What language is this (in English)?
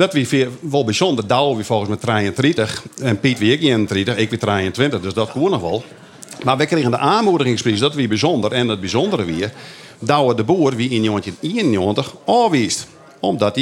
Western Frisian